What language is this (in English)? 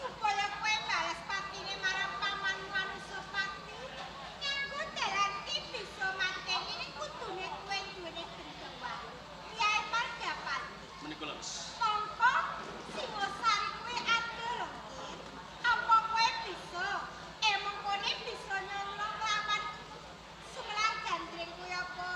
Javanese